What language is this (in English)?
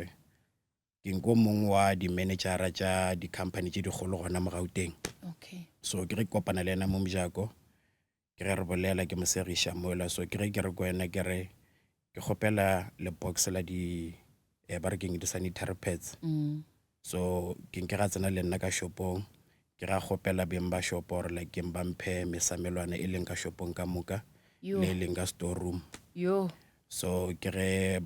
Northern Sotho